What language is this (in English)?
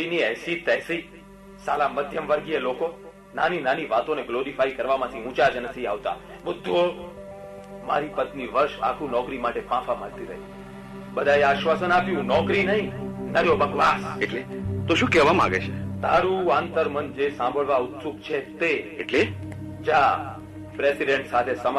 Gujarati